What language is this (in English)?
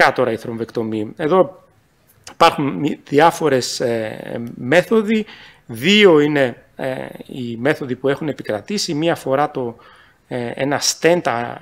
Greek